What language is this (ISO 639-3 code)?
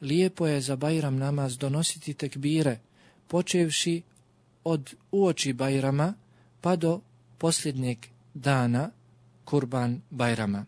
bos